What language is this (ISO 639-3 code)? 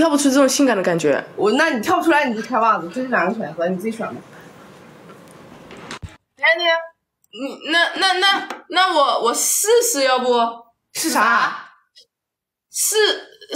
zho